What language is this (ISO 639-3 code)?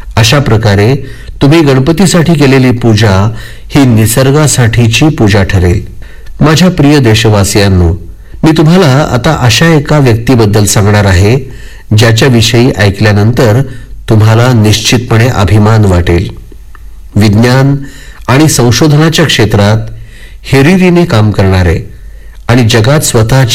mar